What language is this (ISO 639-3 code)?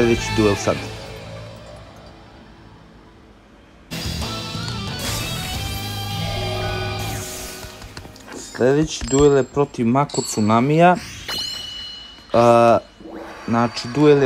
srp